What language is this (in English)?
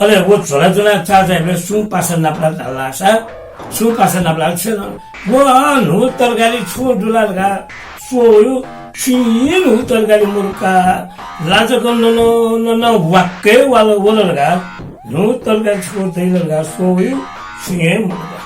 Newari